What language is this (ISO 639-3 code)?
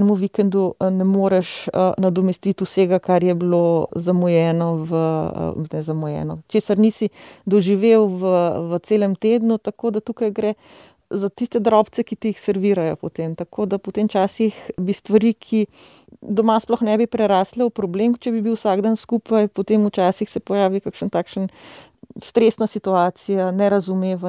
slv